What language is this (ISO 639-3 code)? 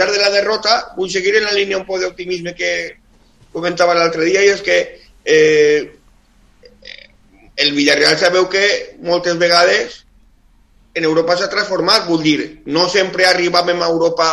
cat